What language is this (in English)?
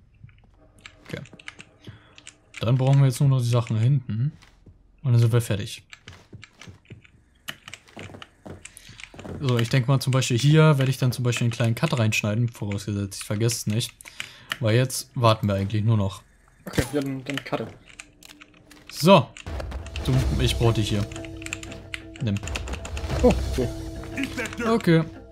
German